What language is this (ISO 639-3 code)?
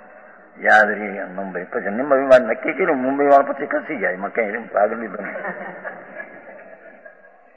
guj